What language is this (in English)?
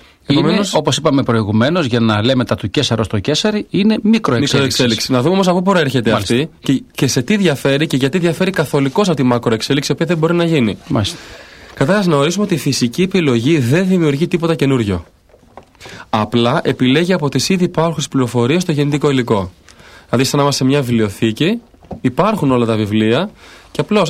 Greek